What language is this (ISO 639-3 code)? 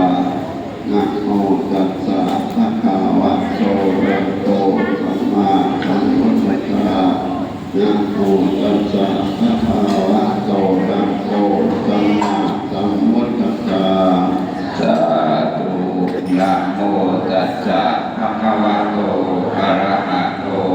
pli